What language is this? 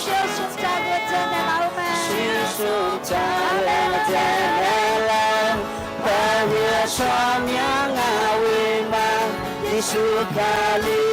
Akha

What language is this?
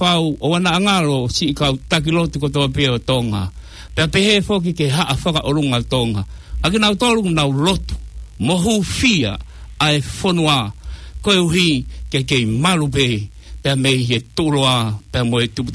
Tongan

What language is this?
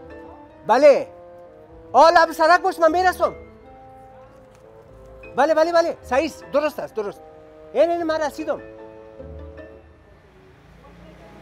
Persian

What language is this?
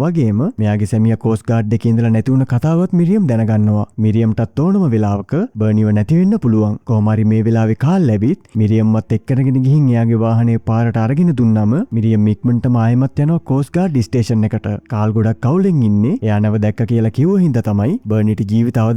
Sinhala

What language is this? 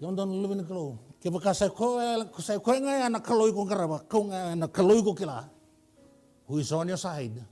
Fijian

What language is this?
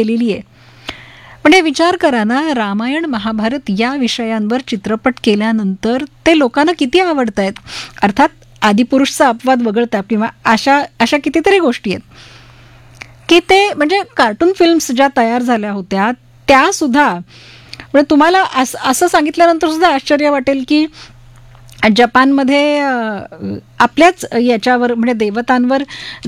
Marathi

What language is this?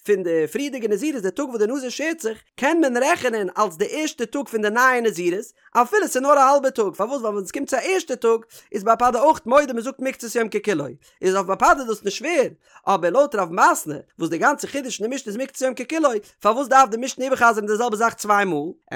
Yiddish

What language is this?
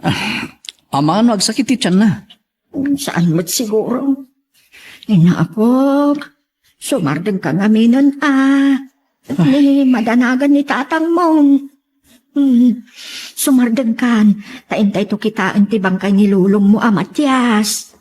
Iloko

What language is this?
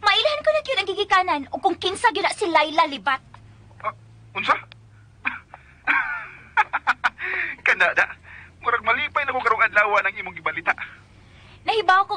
Cebuano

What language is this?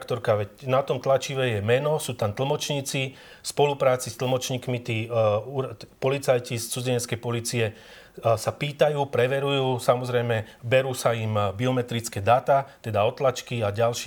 Slovak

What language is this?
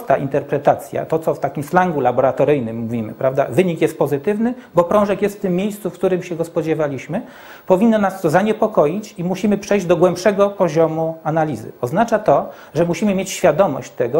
Polish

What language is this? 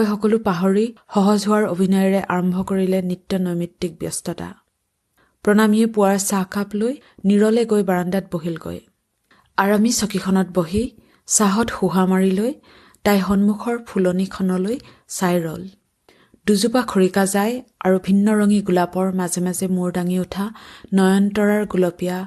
Assamese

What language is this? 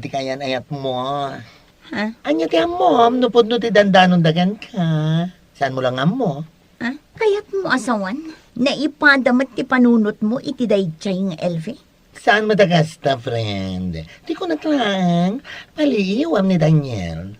Iloko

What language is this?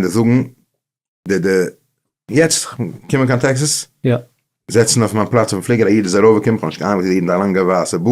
Yiddish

